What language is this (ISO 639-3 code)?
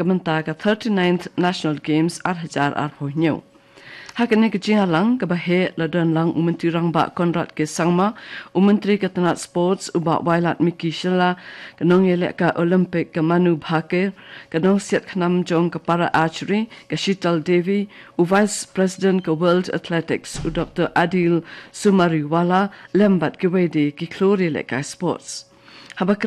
kha